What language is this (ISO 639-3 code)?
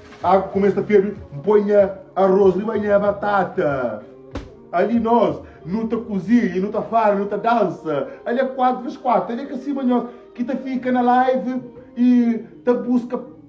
kea